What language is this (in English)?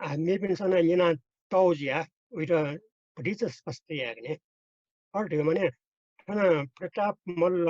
Newari